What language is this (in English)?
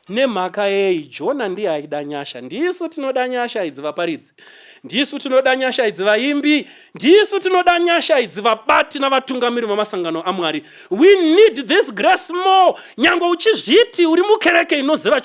Shona